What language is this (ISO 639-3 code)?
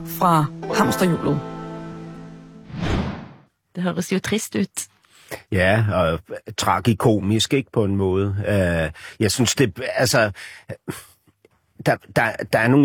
dan